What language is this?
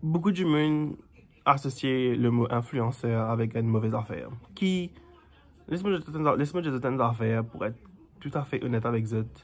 Morisyen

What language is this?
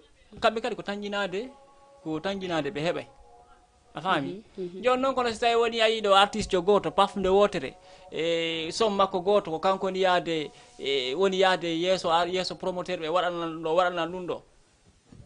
Fula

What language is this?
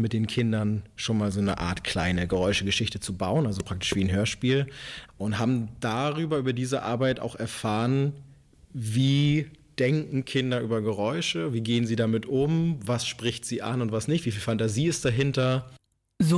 German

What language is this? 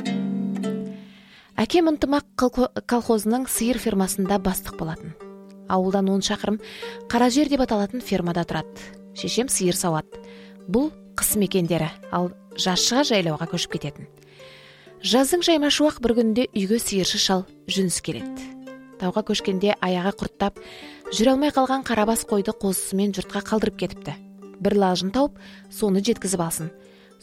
Kazakh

